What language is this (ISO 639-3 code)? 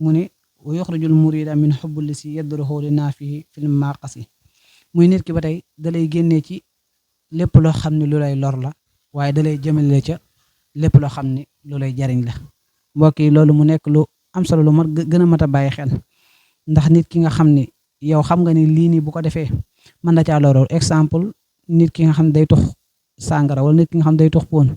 wol